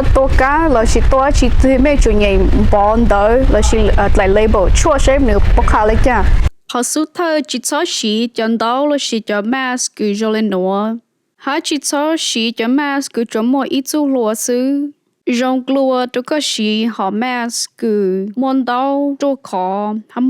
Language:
Hmong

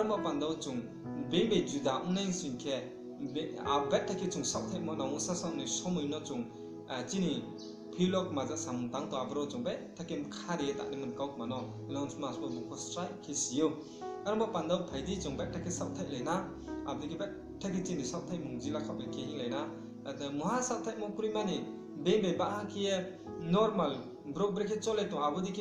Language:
Riang (India)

